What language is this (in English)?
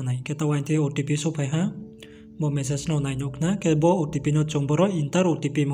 Riang (India)